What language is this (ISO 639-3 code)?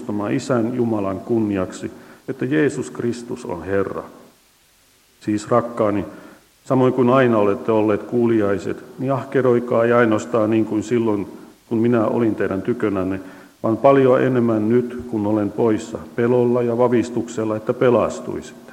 fin